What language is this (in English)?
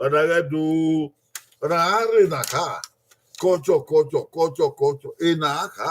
Bini